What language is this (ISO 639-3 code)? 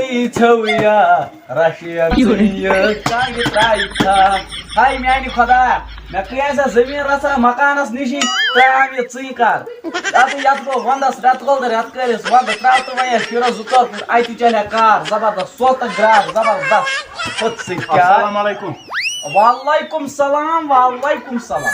kas